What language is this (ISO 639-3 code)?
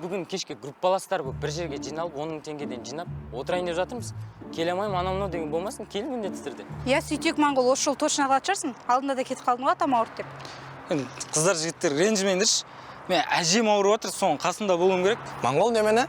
kaz